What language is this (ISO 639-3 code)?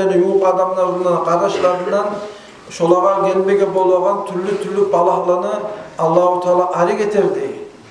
kum